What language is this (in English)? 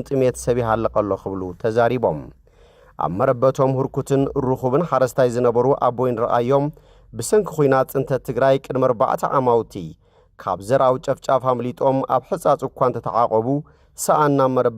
Tigrinya